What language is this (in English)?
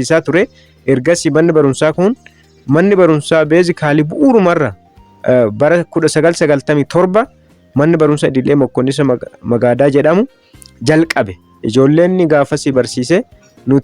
Oromo